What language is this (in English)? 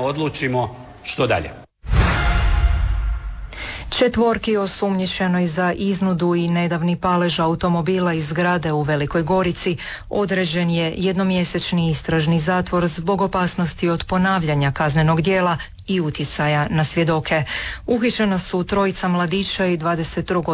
Croatian